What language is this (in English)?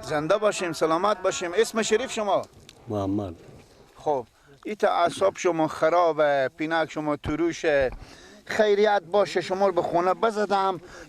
Persian